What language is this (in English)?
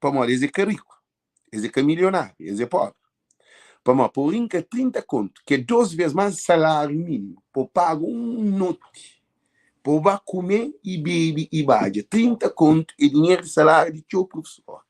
Kabuverdianu